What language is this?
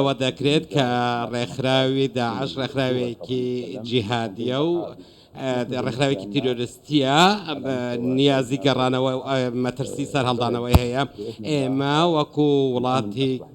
Central Kurdish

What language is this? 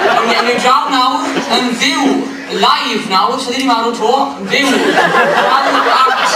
Welsh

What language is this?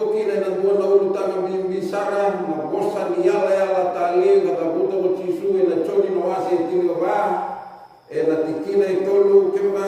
Fijian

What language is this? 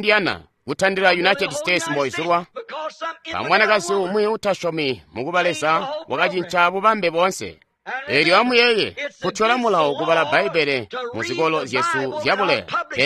Tonga (Zambia)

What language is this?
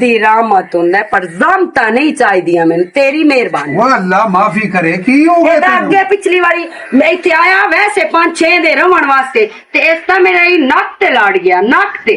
Western Panjabi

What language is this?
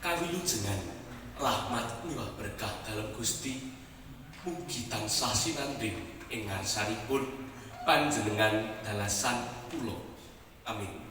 Javanese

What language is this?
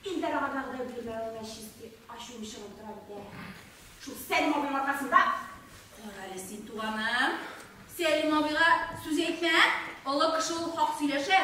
Tatar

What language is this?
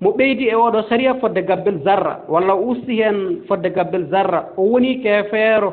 Fula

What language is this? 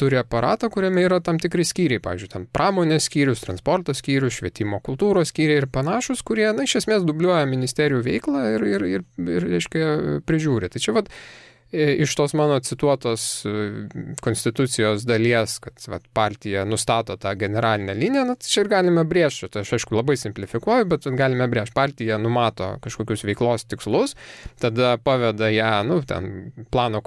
Lithuanian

